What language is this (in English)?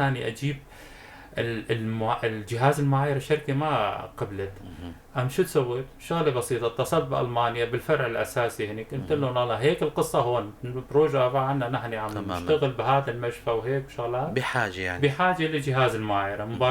North Levantine Arabic